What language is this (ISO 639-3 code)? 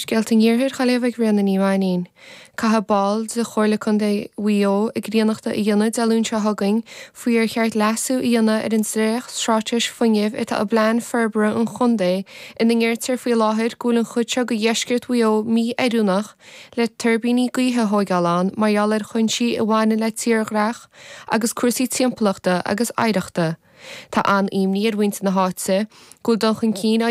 gle